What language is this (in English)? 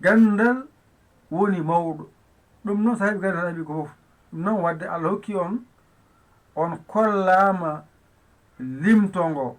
Fula